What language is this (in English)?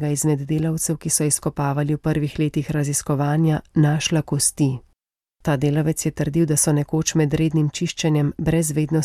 Slovenian